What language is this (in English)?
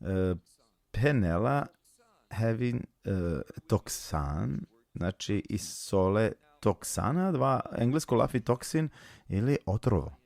Balkan Romani